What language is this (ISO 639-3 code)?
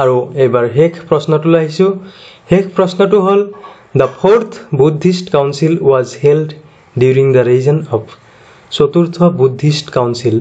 asm